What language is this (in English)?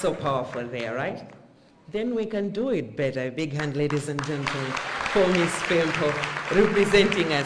Nyanja